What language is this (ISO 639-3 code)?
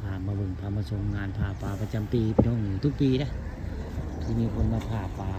tts